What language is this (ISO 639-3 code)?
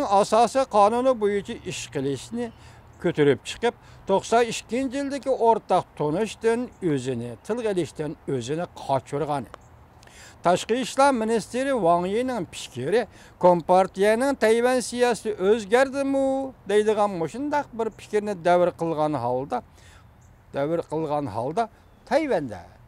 uig